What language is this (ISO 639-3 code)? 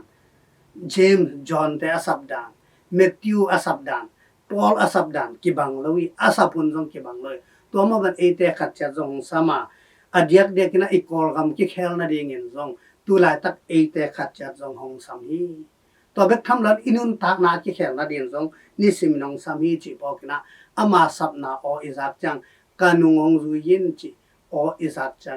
ctd